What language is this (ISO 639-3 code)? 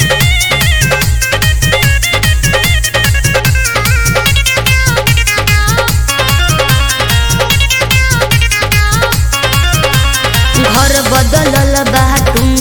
bho